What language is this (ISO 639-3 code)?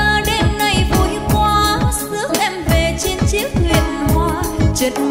vie